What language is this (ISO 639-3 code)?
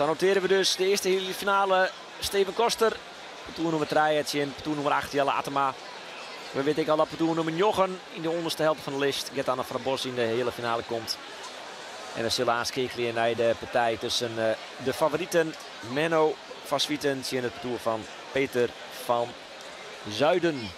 fry